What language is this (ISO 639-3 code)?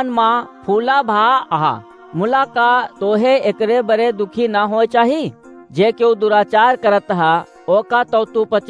awa